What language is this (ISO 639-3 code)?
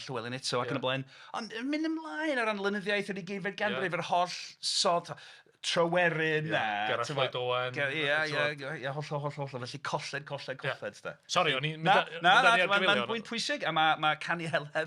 cym